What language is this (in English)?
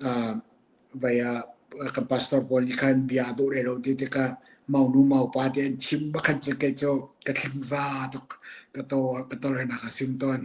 Hakha Chin